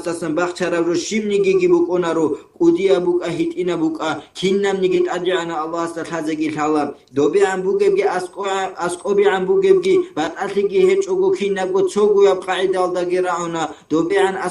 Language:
Avaric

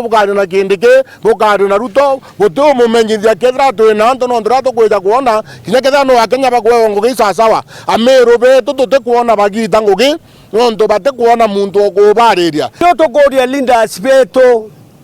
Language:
Meru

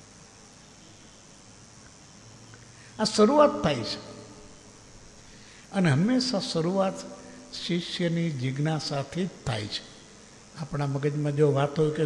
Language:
Gujarati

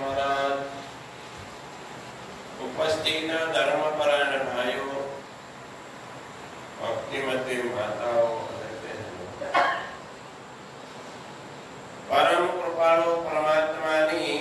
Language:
Gujarati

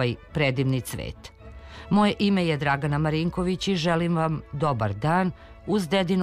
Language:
Serbian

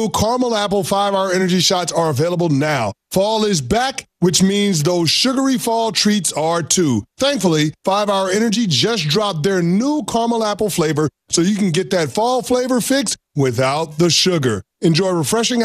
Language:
English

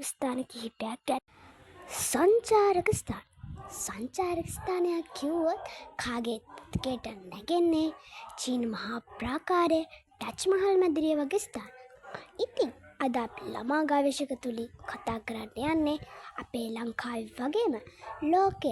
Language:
Sinhala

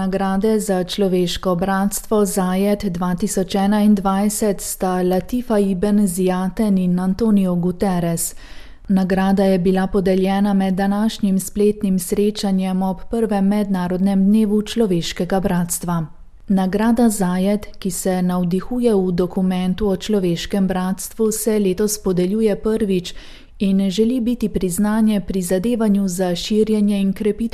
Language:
Slovenian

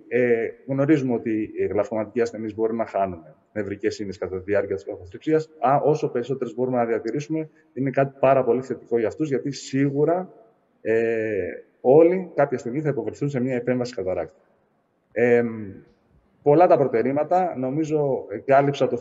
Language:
Greek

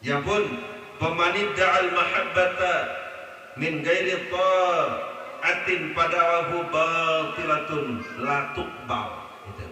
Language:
Sasak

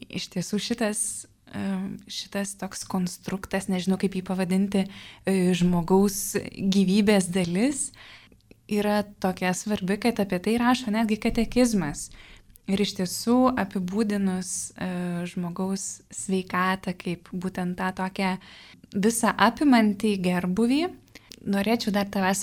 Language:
Lithuanian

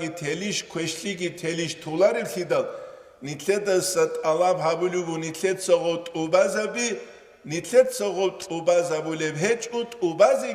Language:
Avaric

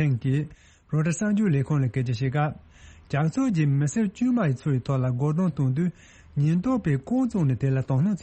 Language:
Tibetan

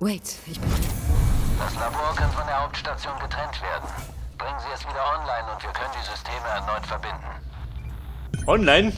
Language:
Bavarian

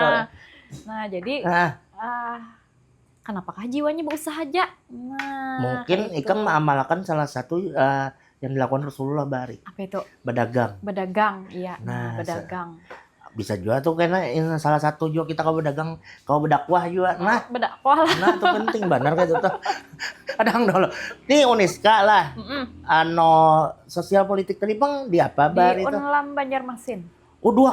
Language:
Banjar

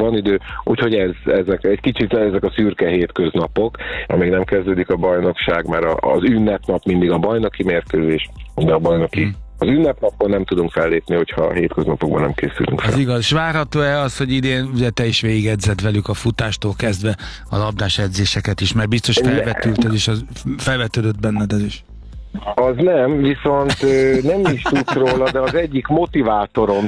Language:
Hungarian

